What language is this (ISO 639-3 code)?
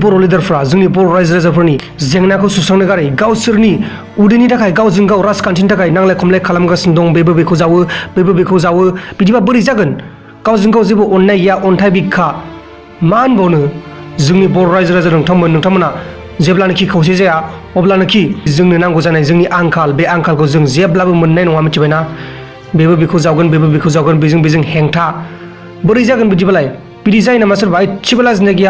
brx